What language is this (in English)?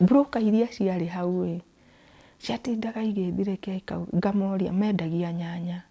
Kikuyu